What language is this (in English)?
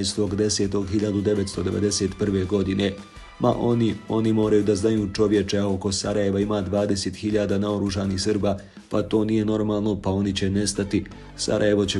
Bosnian